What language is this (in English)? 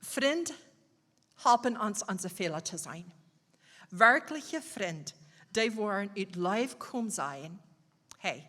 Plautdietsch